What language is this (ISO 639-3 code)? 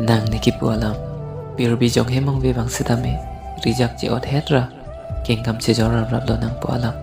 mjw